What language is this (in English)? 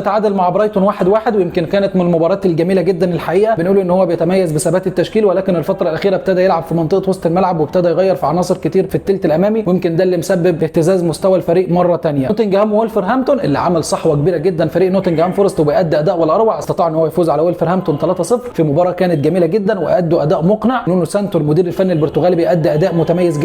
Egyptian Arabic